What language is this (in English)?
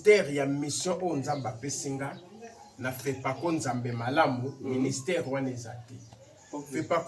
Lingala